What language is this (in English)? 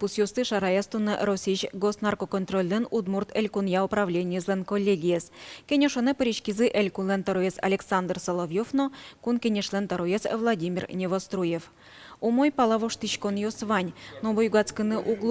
Udmurt